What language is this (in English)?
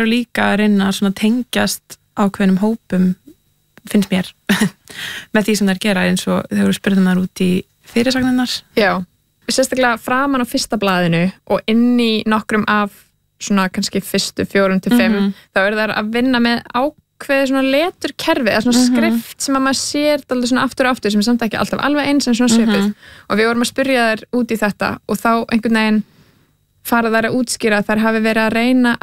Icelandic